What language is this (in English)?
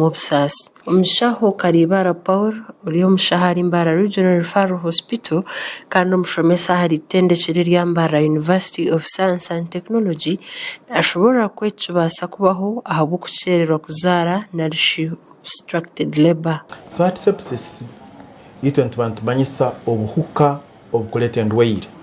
Nyankole